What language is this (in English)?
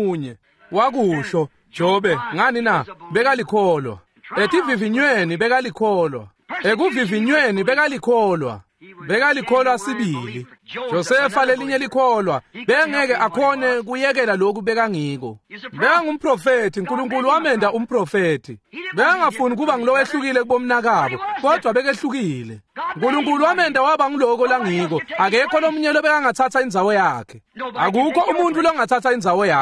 Swati